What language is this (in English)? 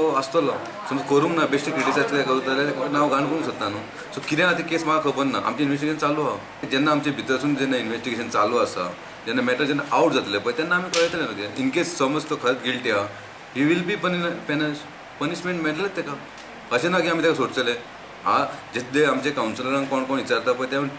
Konkani